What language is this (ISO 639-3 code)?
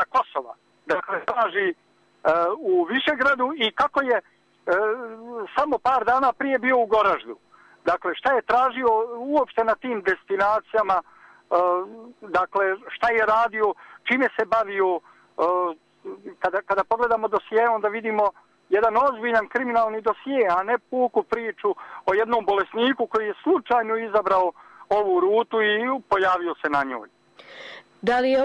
bos